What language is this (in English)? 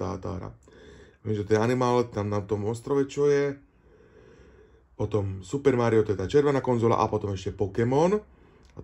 Slovak